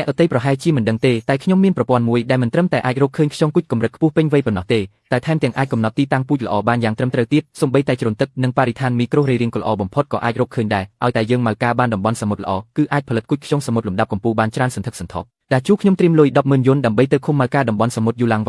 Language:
Khmer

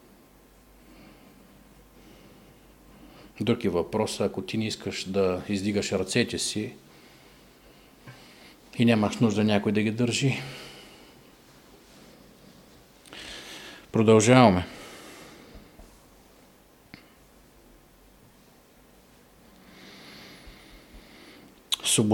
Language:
Bulgarian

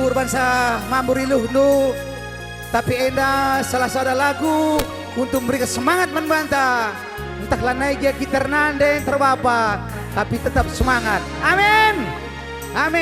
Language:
Batak Karo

